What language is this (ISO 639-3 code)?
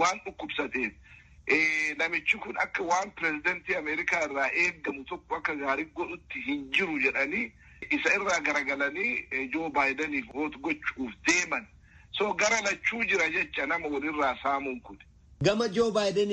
orm